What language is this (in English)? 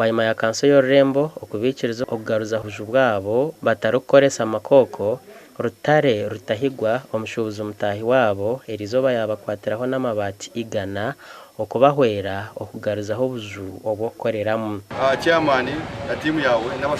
Nyankole